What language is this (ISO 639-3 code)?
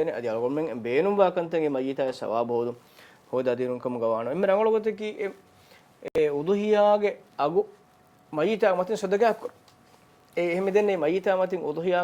div